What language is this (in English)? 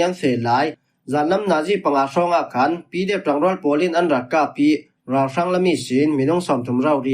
Falam Chin